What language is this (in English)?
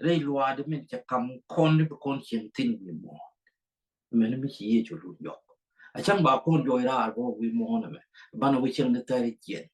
Nuer